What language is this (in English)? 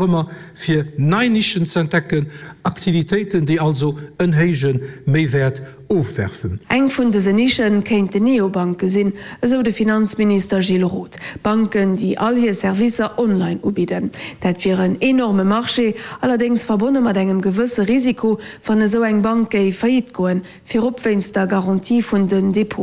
Luxembourgish